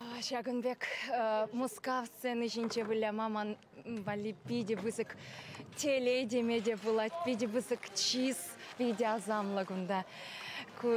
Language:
Chuvash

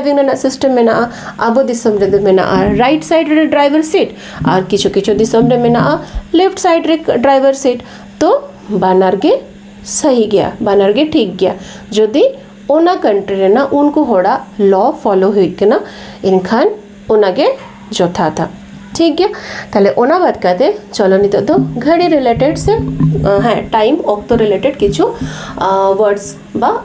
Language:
Santali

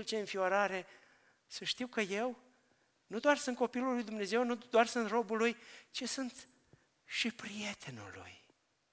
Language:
Romanian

